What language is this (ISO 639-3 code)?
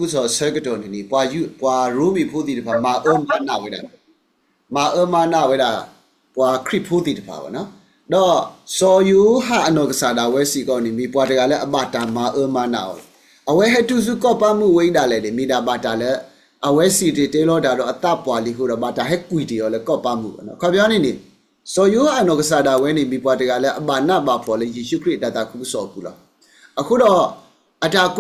ksw